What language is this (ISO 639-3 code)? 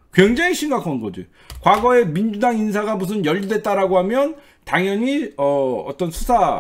kor